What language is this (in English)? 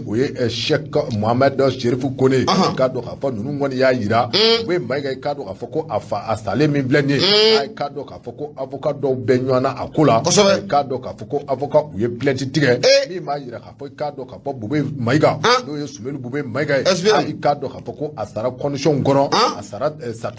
Bambara